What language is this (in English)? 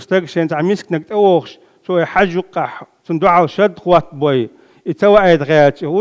Chechen